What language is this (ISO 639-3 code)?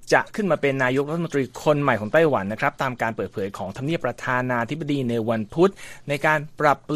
tha